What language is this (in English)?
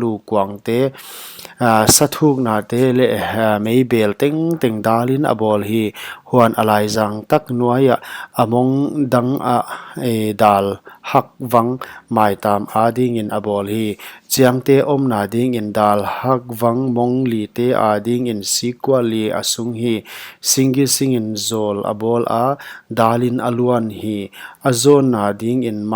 Paite Chin